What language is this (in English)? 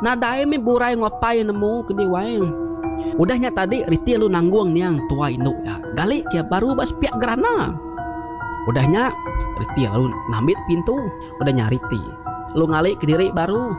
Iban